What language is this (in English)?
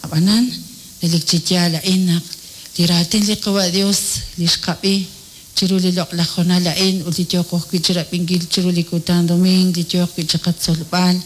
Kekchí